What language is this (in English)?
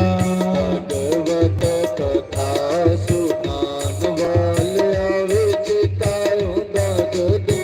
Dogri